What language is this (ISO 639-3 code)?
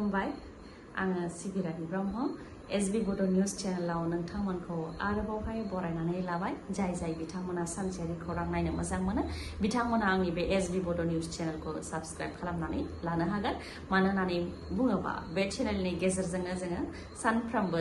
brx